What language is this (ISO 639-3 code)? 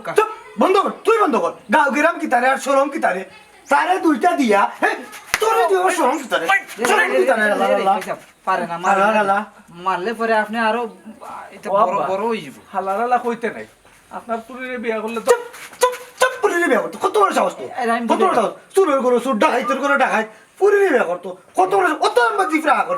syl